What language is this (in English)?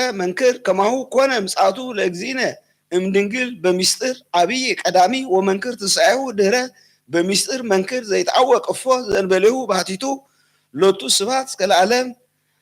Geez